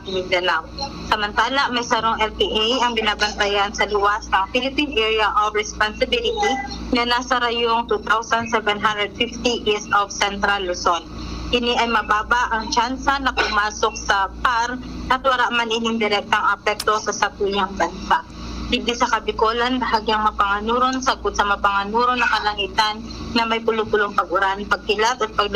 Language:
Bikol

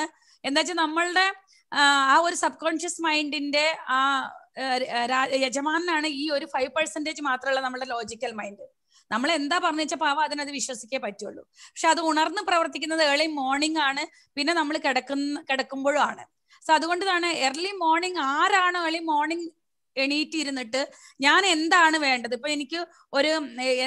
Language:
Malayalam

